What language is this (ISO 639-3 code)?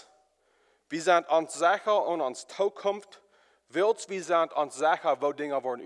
pdt